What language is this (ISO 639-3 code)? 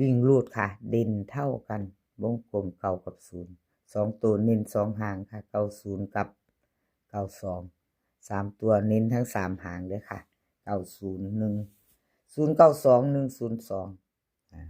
lao